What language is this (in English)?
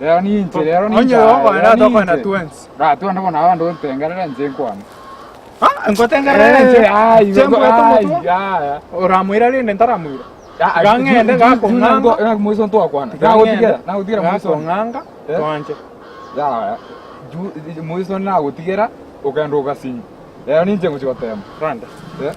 Gusii